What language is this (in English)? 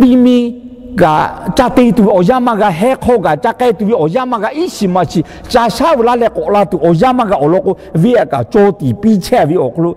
Lahu